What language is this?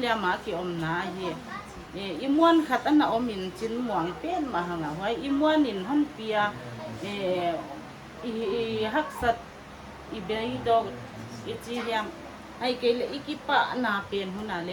Paite Chin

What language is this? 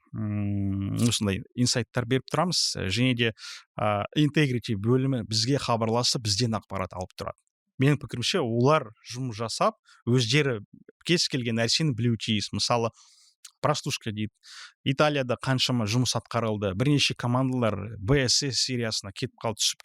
Kazakh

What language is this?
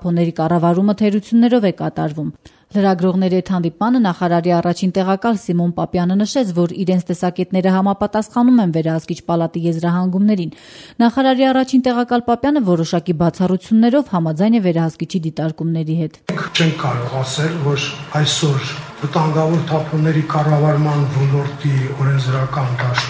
Armenian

